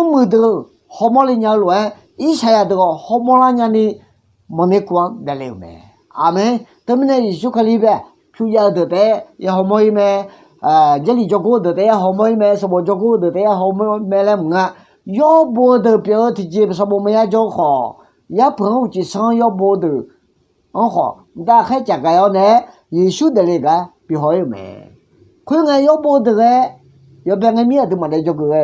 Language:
Akha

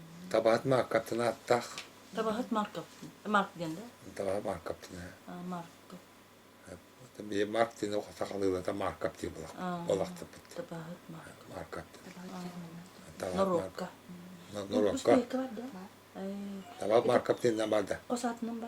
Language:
Yakut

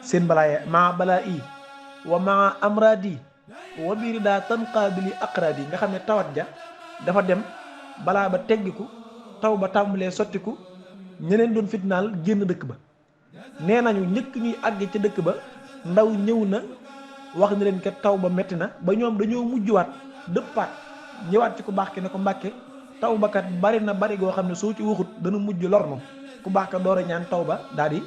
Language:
Wolof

